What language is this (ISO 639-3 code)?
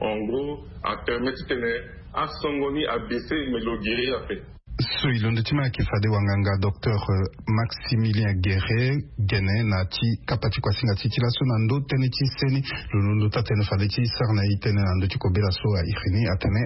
sag